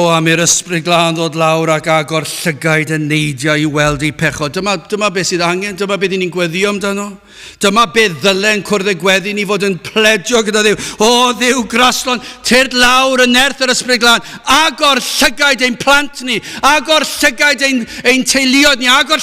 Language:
Welsh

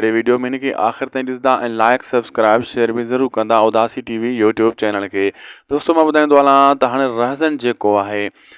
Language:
Sindhi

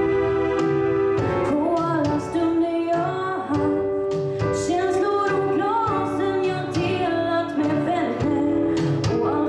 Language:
Swedish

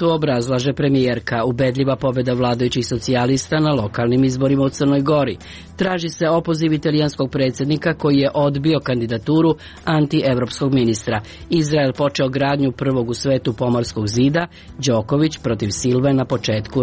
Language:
Serbian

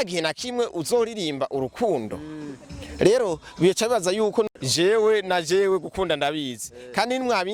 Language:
Rundi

